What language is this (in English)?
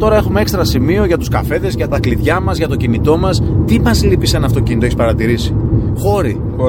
Greek